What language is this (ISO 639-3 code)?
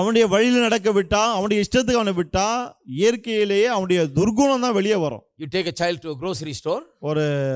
tam